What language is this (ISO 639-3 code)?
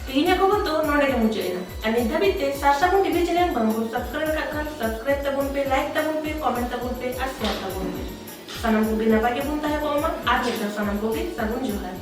sat